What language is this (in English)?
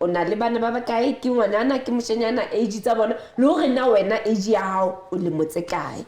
Southern Sotho